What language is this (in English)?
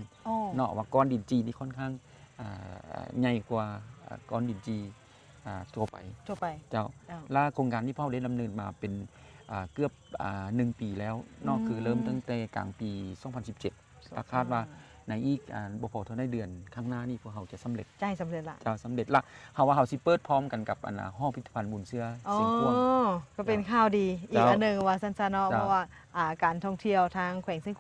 Lao